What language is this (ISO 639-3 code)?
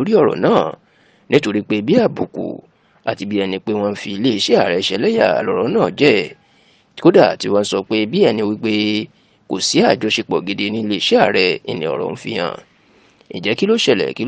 yor